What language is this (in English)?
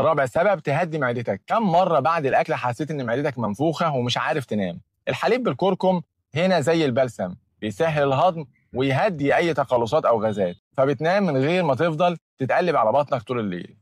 Egyptian Arabic